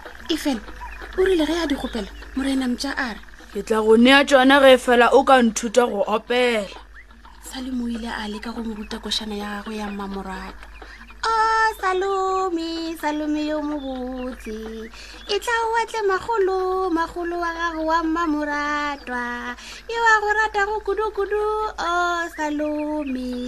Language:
Northern Sotho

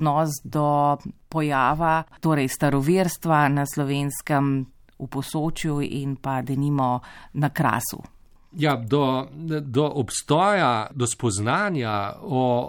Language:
Slovenian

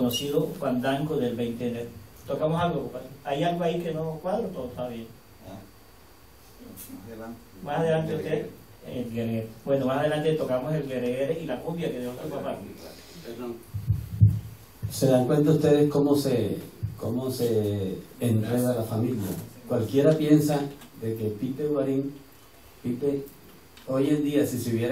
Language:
Spanish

